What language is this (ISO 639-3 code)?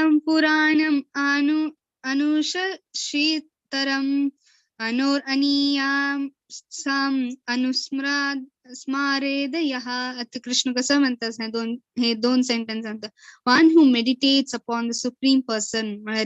kok